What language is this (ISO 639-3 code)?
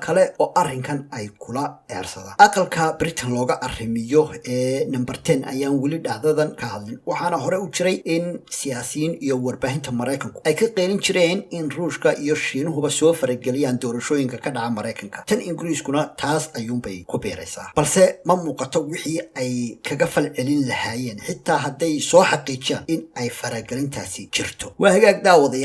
som